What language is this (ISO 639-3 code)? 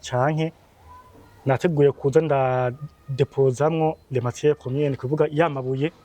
run